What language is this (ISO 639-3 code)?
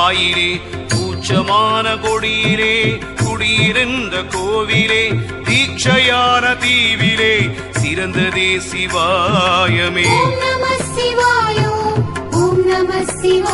tam